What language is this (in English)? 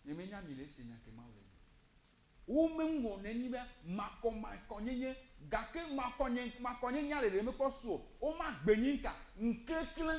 Ewe